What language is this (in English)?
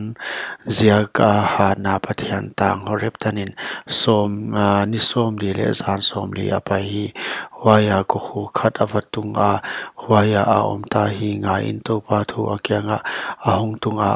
Paite Chin